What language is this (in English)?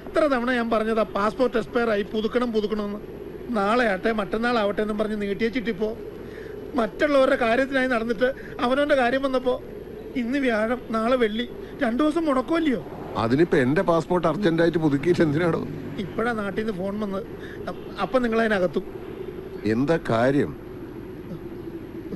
Malayalam